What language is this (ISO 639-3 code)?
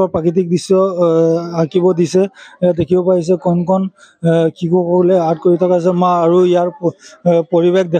asm